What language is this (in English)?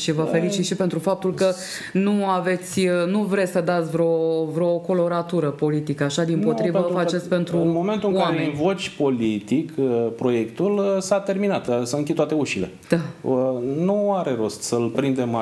Romanian